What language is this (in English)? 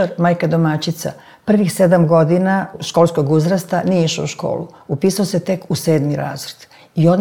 Serbian